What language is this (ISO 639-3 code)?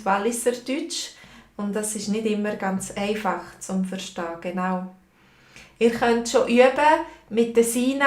gsw